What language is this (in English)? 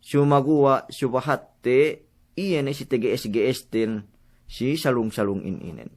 Yakan